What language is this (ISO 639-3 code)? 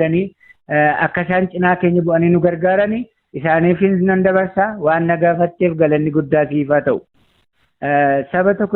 orm